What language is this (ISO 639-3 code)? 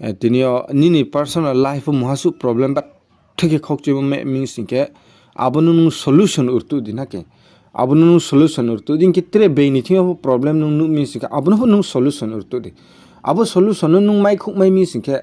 ria